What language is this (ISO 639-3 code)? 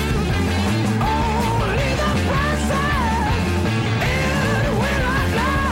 dan